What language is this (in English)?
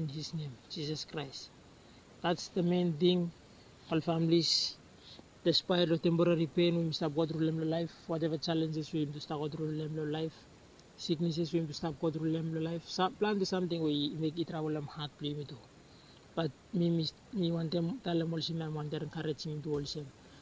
Bislama